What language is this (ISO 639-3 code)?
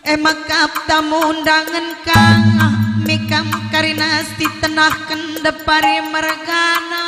btx